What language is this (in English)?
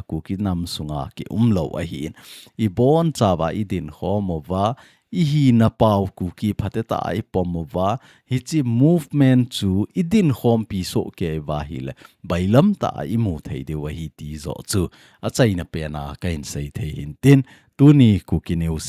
Thado Chin